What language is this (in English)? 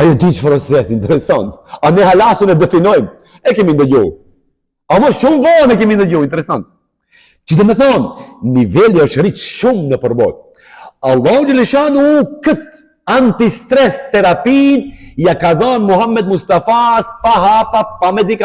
Albanian